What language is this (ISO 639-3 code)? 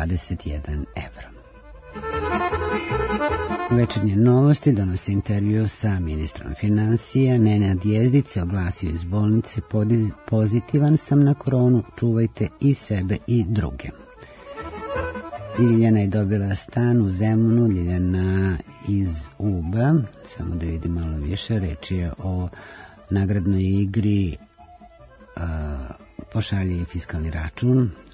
srp